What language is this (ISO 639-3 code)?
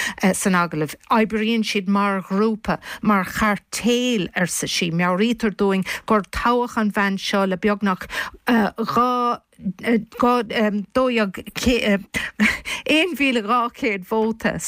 gle